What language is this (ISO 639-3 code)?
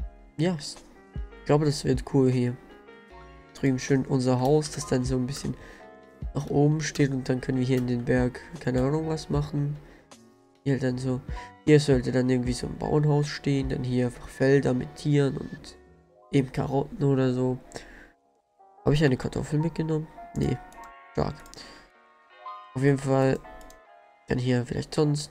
deu